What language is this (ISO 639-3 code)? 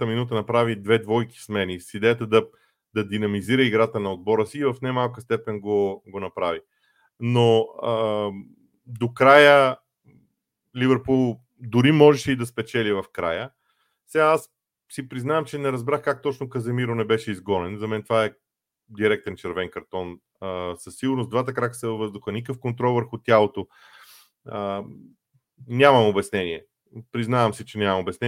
bul